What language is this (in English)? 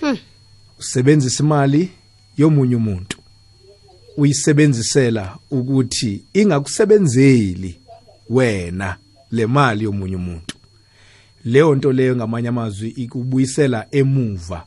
South Ndebele